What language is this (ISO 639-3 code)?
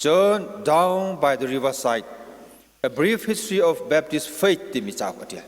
cnh